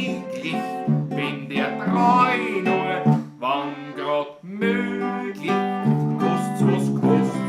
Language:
Bavarian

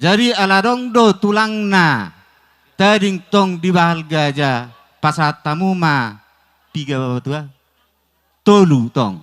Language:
Batak Toba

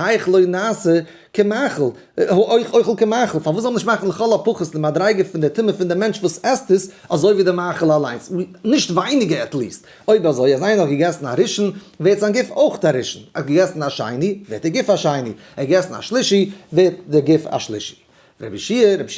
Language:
Yiddish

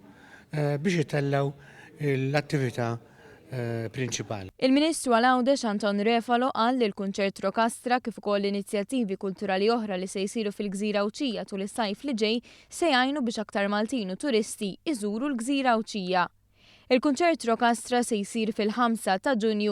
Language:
Maltese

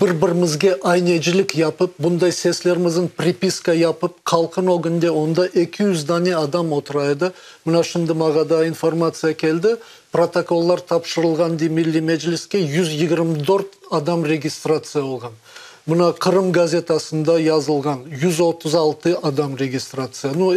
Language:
Crimean Tatar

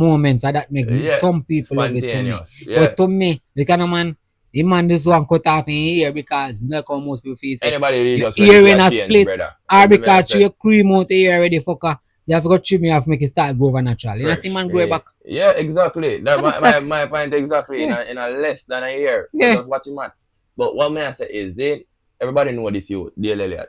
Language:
Jamaican Creole English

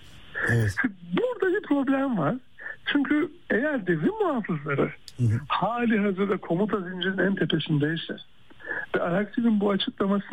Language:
Turkish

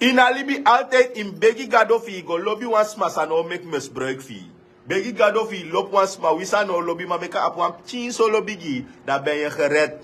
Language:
Sranan Tongo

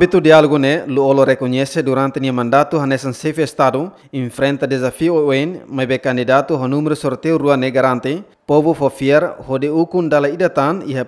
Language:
Tetum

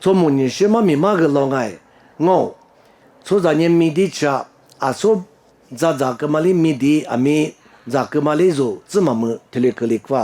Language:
Lisu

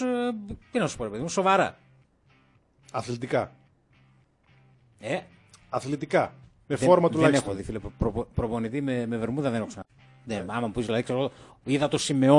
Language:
Greek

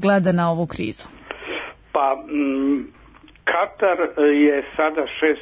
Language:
Serbian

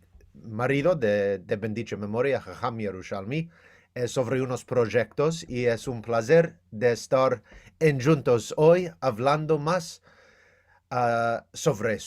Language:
Ladino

